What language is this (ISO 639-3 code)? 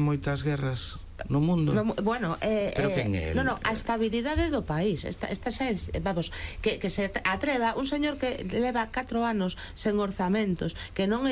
glg